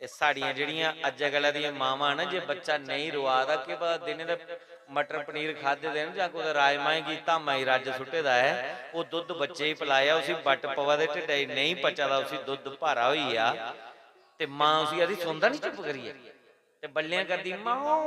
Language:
Dogri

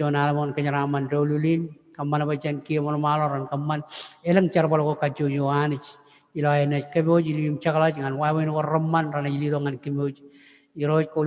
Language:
Marshallese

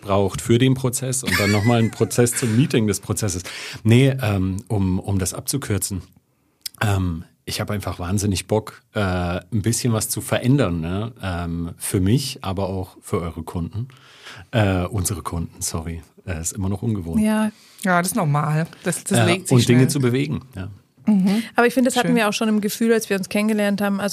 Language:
German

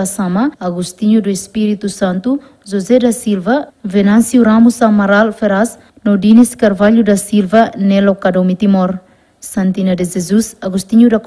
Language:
Tetum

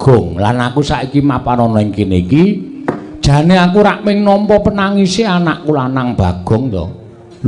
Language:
Javanese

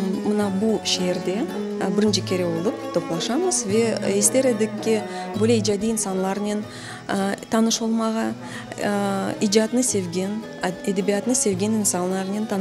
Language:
Crimean Tatar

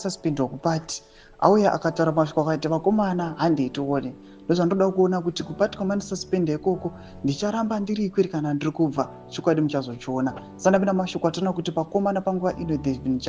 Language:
Shona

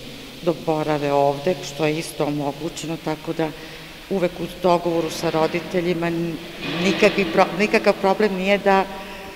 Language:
Serbian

